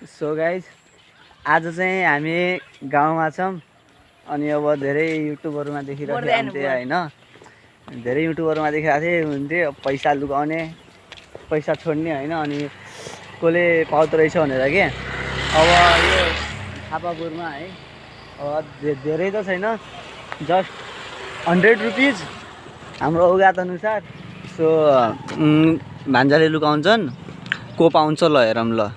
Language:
Nepali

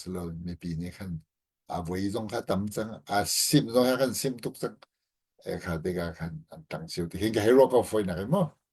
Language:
Hakha Chin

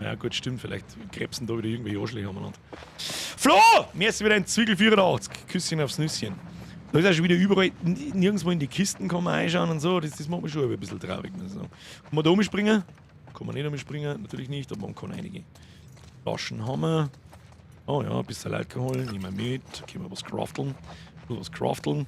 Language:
Bavarian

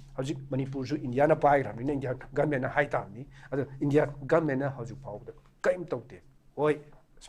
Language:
Manipuri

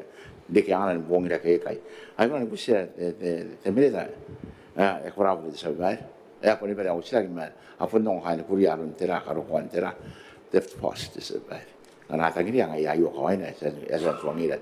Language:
Gilbertese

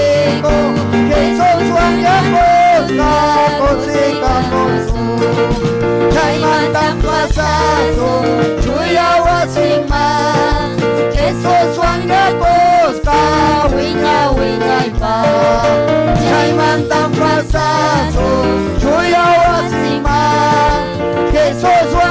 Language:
Ayacucho Quechua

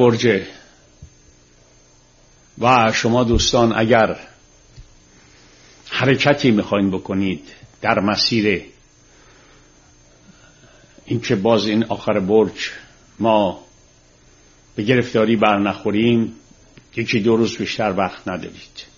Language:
Persian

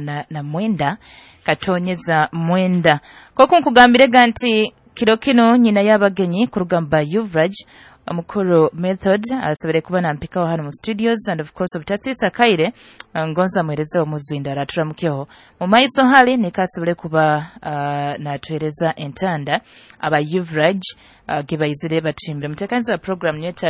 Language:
Nyoro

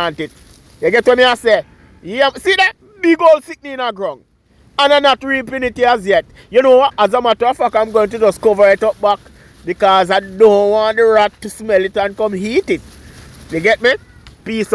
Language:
Jamaican Creole English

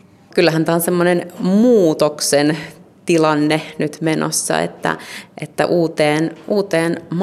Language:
Finnish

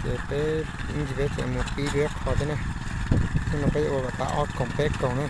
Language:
Hmong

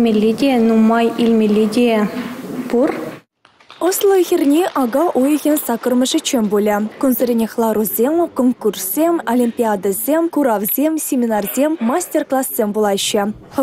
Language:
Chuvash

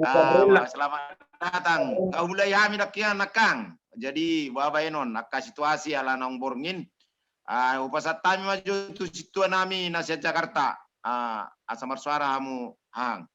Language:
Batak Toba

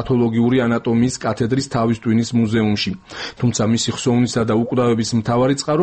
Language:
Georgian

